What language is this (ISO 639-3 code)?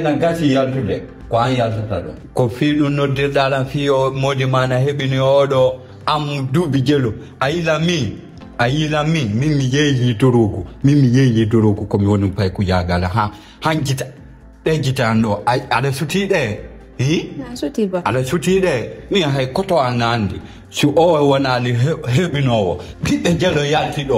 ful